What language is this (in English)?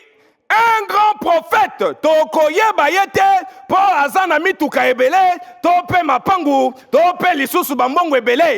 Lingala